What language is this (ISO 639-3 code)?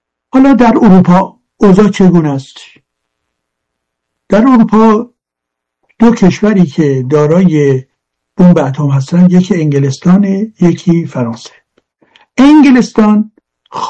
fas